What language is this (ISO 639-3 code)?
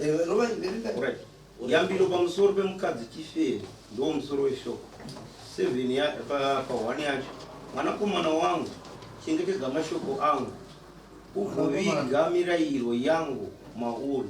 sna